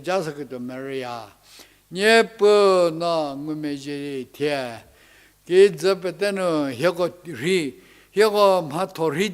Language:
Angami Naga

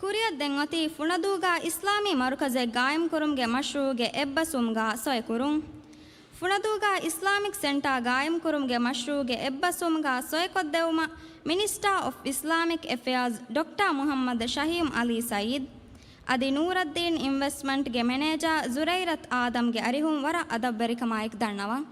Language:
Divehi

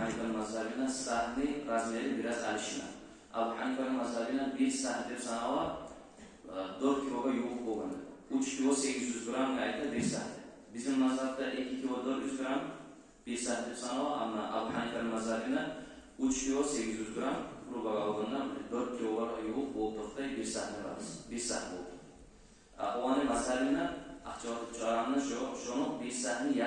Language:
Kumyk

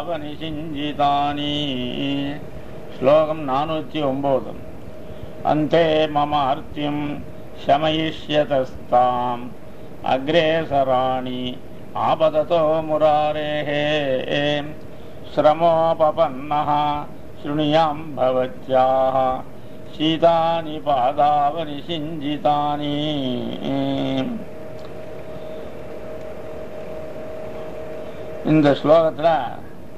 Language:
Tamil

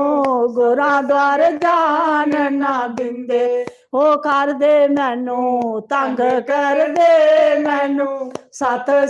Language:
Dogri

